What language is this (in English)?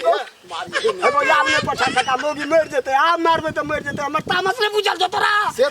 Maithili